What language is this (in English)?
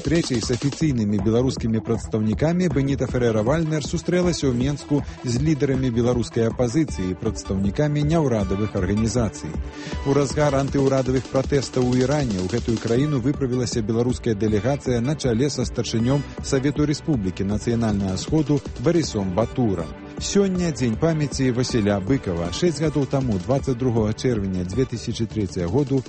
Belarusian